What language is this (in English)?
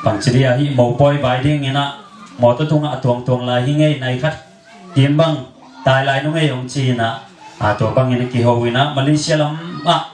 Tedim Chin